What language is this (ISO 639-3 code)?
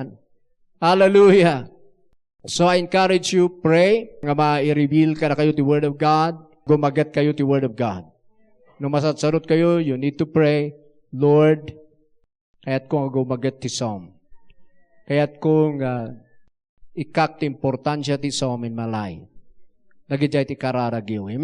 ilo